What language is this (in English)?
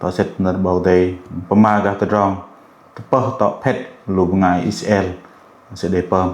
Bahnar